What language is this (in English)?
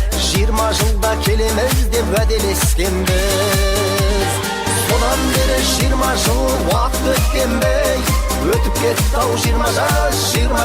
Kara-Kalpak